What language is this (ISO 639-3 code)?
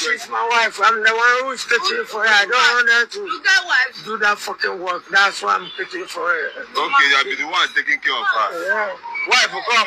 pcm